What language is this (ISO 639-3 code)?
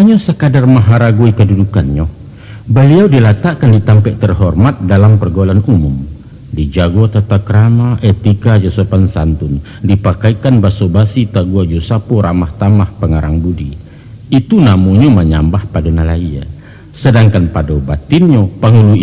min